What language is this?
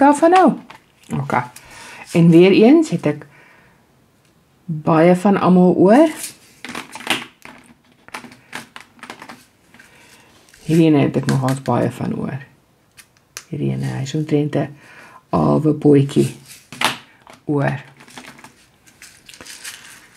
Afrikaans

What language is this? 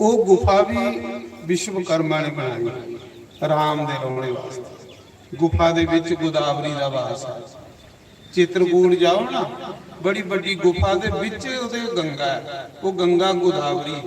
Dogri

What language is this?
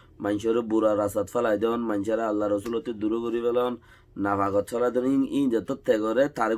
Rohingya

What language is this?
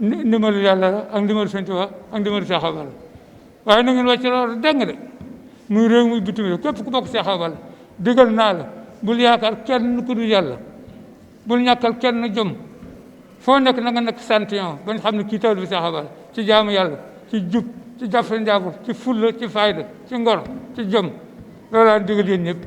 Wolof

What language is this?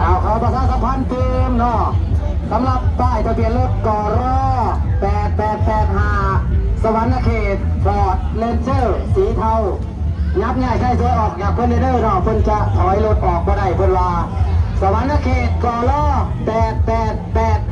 Northeastern Thai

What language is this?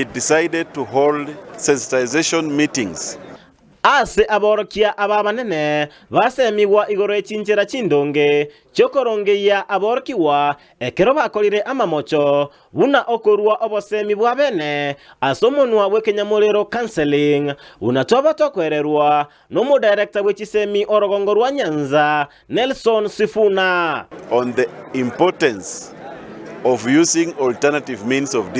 Gusii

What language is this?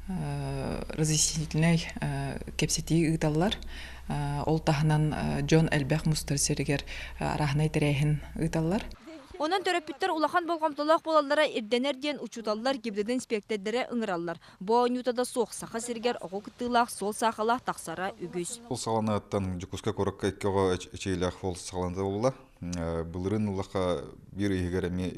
Yakut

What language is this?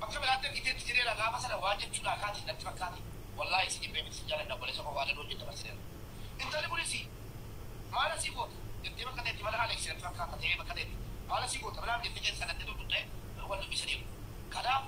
Oromo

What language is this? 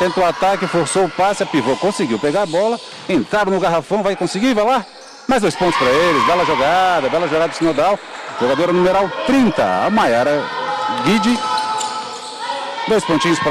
Portuguese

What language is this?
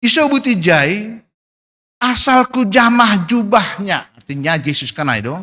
Batak Simalungun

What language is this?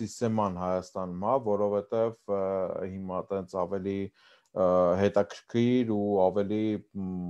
Armenian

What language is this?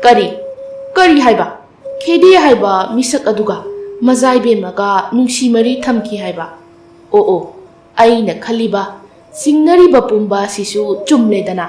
Manipuri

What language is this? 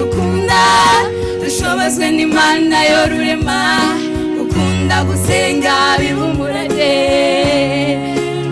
Kinyarwanda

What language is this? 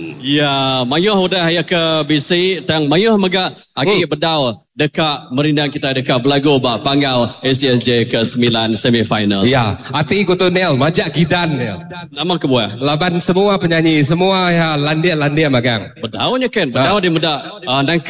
Iban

